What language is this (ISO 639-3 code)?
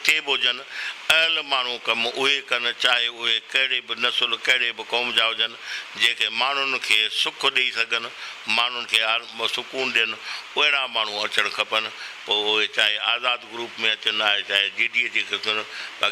snd